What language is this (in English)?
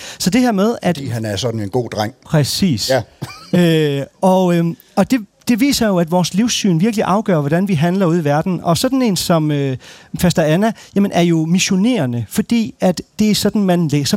Danish